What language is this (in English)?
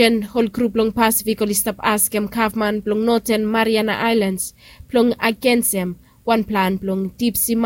Bislama